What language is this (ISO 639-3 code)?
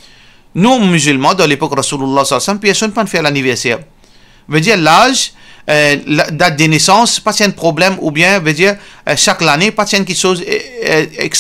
mfe